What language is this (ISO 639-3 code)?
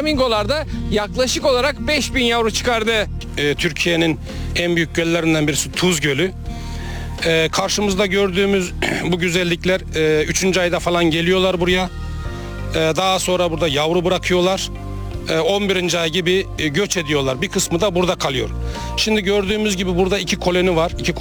tur